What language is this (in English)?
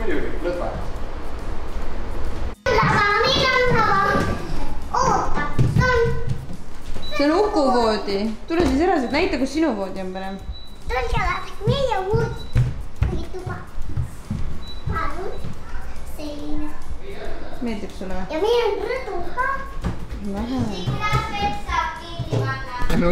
Estonian